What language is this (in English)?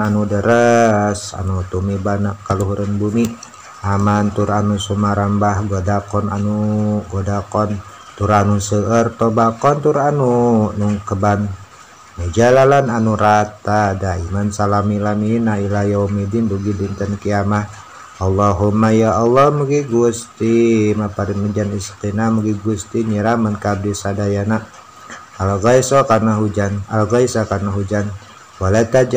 Sundanese